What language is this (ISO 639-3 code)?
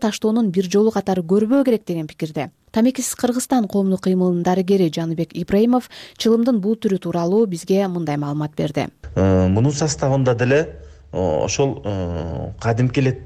kir